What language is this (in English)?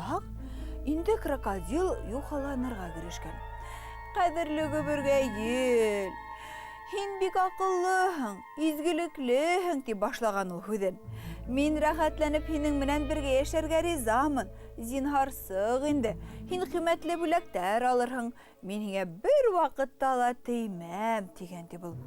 Bashkir